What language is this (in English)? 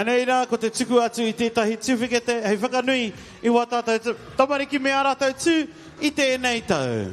Māori